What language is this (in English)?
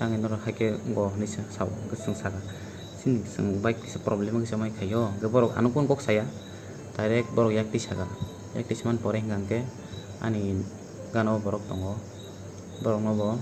Kok Borok